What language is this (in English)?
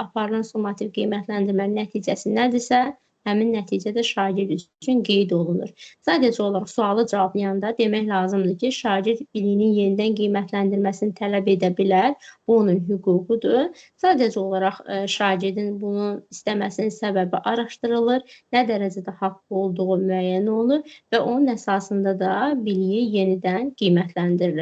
Azerbaijani